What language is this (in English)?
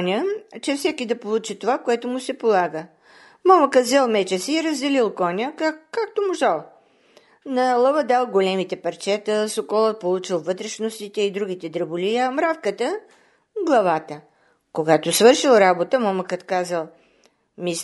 Bulgarian